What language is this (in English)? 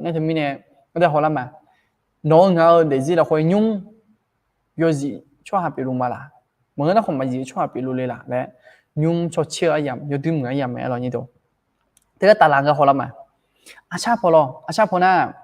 Akha